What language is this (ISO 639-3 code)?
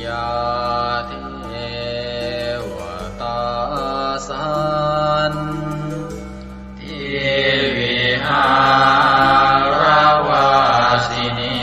pli